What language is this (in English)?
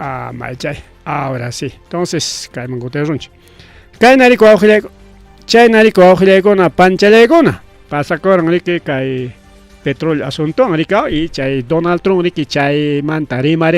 Ayacucho Quechua